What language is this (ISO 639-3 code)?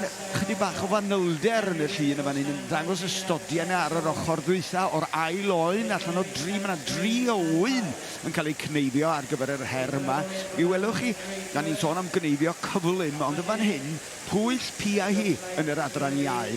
cym